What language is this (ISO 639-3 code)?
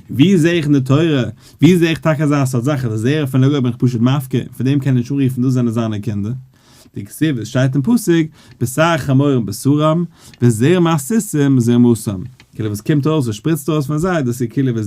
yid